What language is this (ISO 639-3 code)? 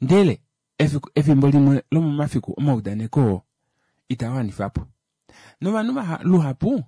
kua